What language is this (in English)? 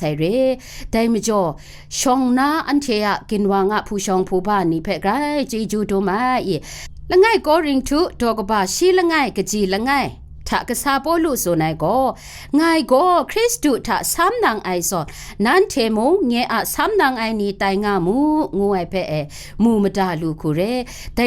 Kachin